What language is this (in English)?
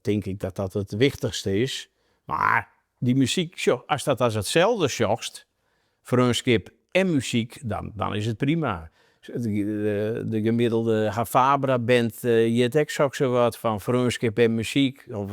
Western Frisian